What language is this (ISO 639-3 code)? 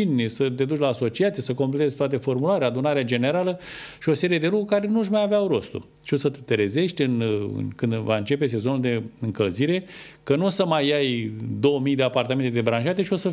ron